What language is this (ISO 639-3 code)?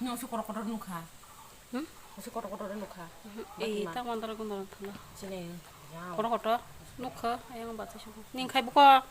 trp